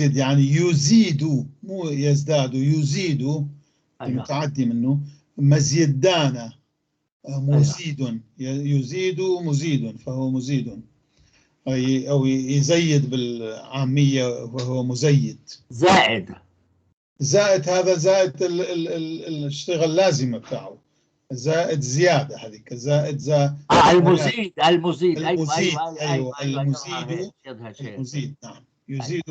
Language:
North Levantine Arabic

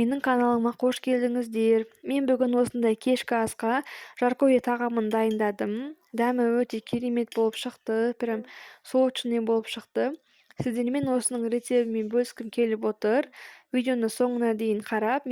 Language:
Kazakh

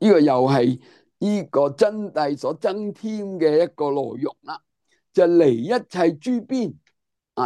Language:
Cantonese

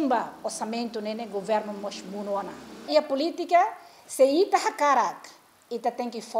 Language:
Tetum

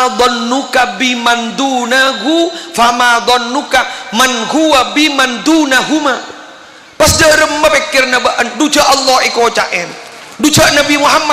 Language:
Madurese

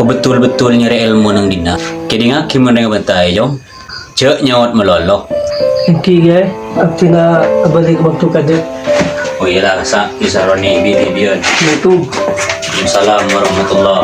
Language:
Madurese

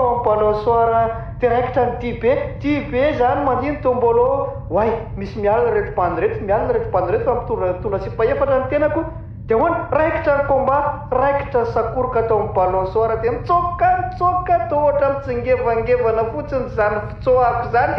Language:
Malagasy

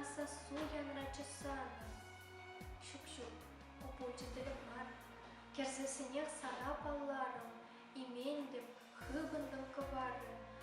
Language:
Chuvash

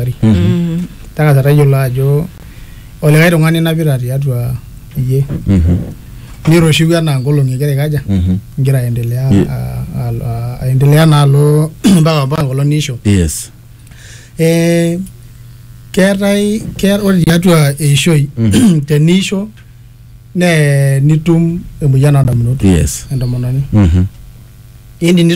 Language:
Masai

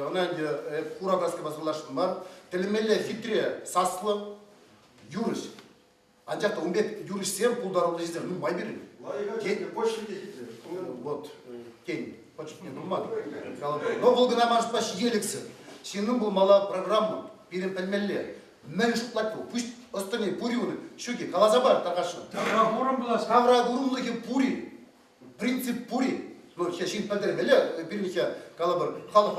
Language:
Chuvash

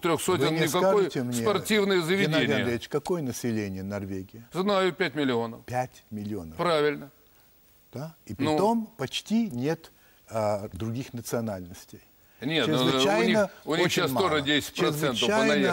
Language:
Russian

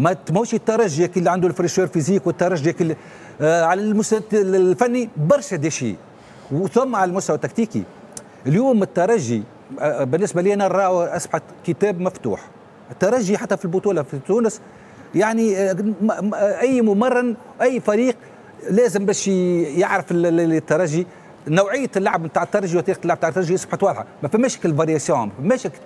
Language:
Tunisian Arabic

